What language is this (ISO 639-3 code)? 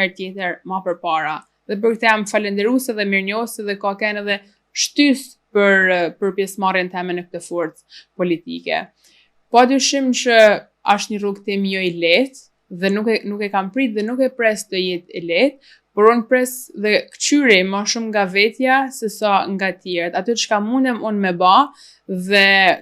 sqi